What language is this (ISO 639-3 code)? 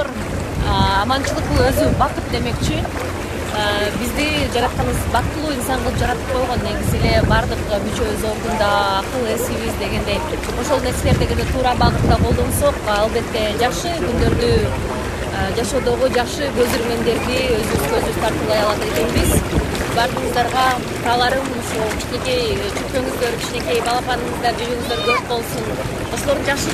kir